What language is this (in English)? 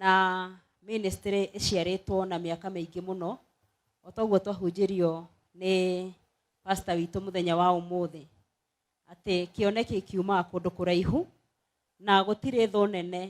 Kikuyu